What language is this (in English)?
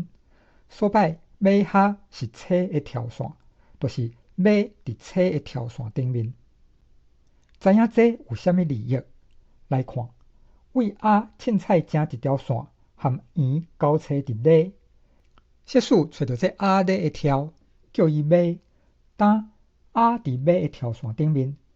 Min Nan Chinese